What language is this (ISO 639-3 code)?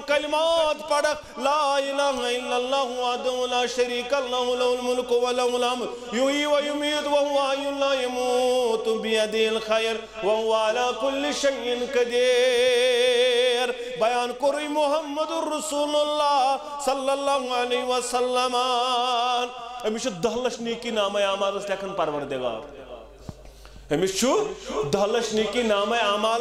kas